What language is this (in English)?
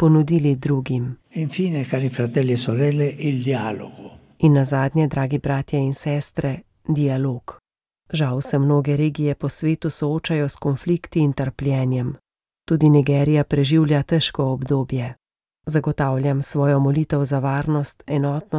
Slovenian